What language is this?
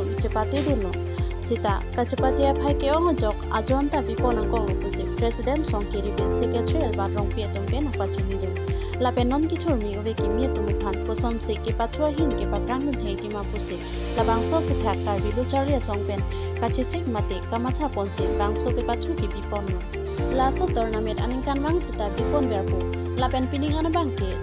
Karbi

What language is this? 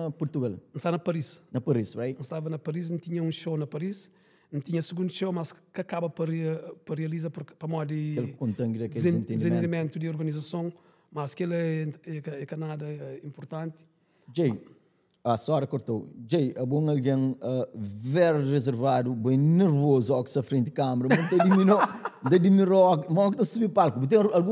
Kabuverdianu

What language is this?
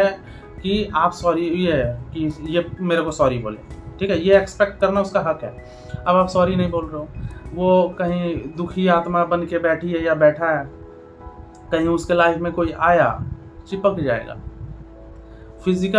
Hindi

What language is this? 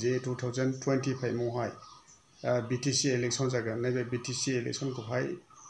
Bodo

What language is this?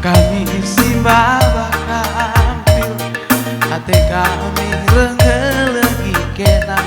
Batak Karo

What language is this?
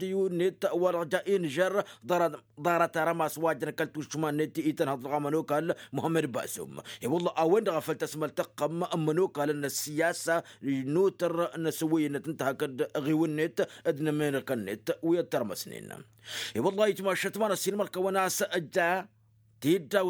Tamasheq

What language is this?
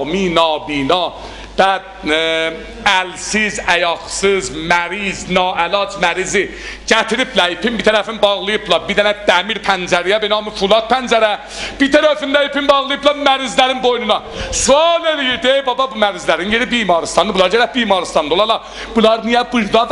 South Azerbaijani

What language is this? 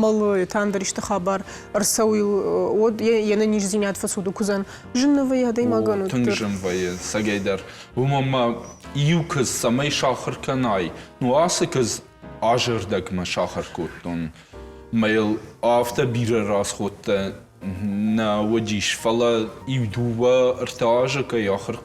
Ossetic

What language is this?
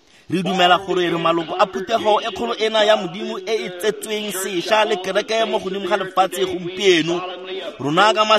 Tswana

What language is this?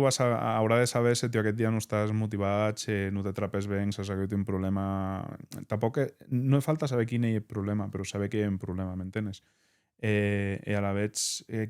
Occitan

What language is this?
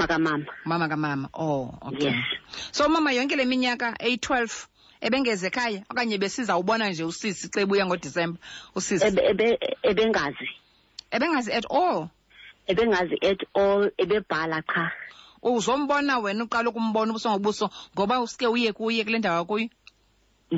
Xhosa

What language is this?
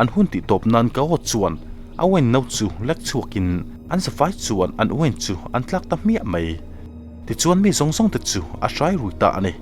Mizo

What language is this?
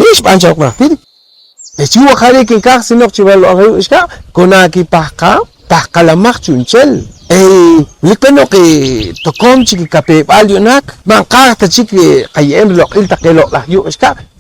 Poqomchi'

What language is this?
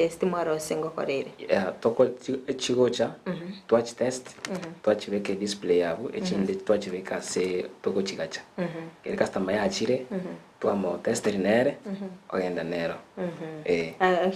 Gusii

